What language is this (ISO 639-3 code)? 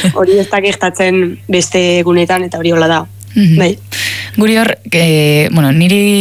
eus